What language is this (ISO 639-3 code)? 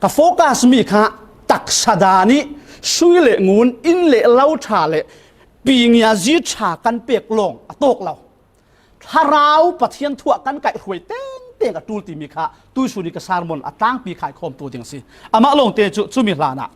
cfm